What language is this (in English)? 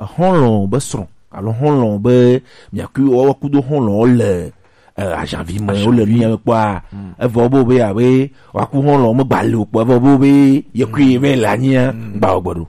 Gen